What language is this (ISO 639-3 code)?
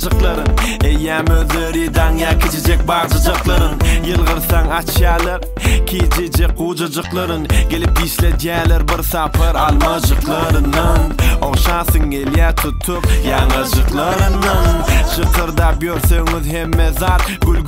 tuk